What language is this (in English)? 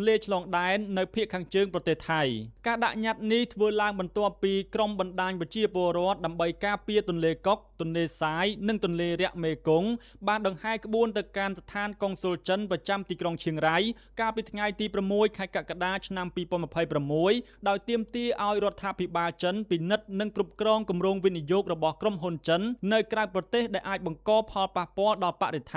Khmer